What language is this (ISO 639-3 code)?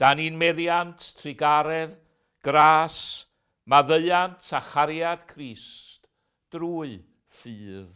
cym